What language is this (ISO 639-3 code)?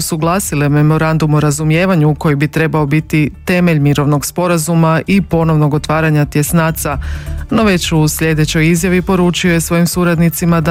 hrv